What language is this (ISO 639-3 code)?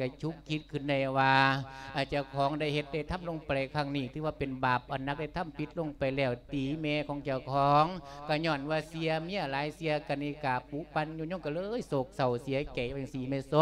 lao